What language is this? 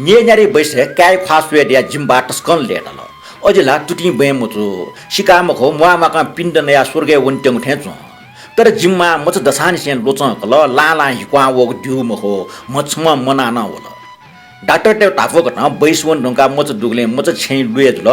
Newari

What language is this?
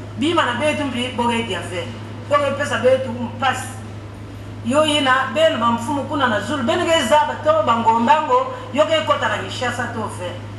Lingala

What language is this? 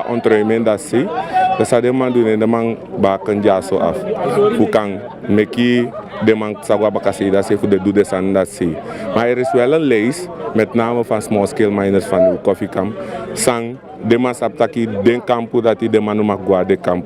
Sranan Tongo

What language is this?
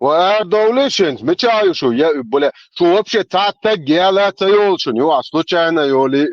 Chechen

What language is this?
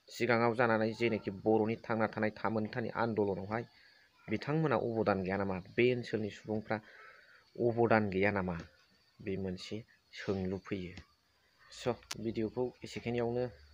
Bodo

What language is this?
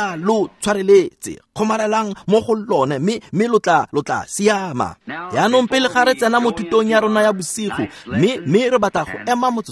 Tswana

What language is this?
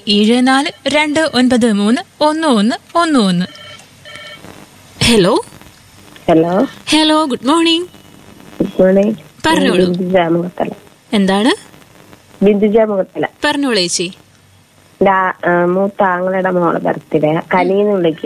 Malayalam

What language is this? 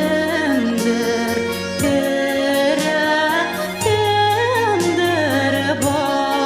Bashkir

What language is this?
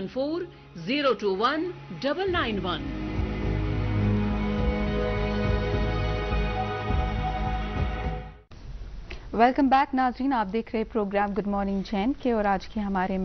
Urdu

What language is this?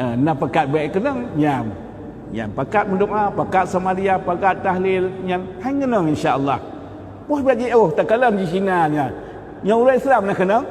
Achinese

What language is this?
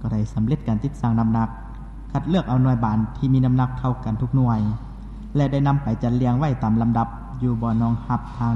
Lao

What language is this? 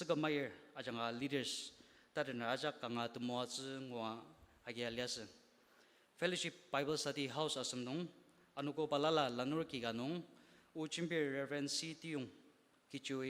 Ao Naga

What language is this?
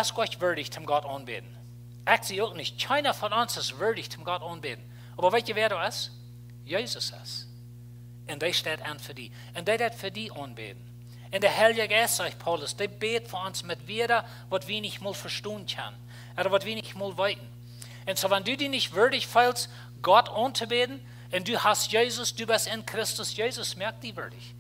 Plautdietsch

